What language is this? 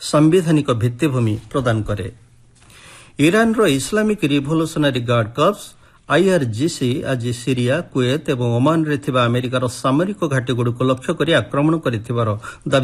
Odia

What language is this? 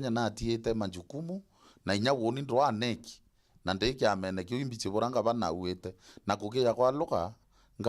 Meru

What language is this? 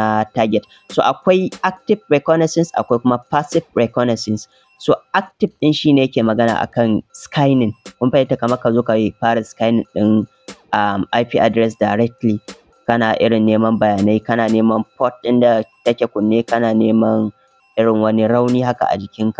Hausa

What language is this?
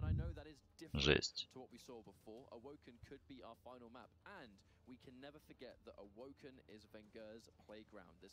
Russian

